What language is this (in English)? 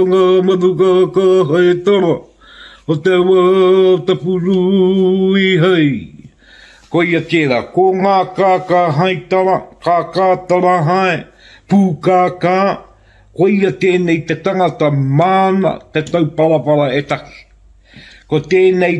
Māori